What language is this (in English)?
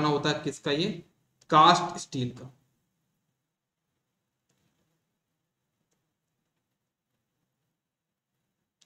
Hindi